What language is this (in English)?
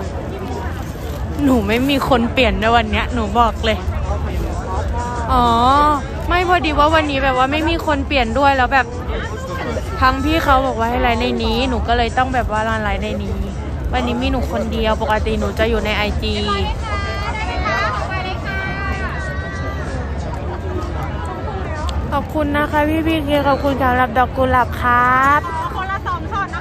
Thai